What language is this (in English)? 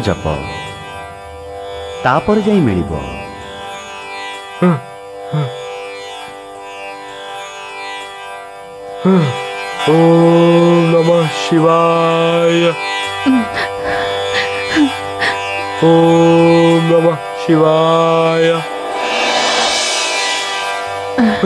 Odia